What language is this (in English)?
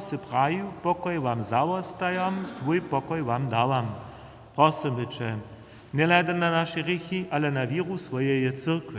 Upper Sorbian